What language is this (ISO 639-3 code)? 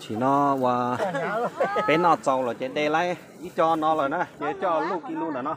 hmn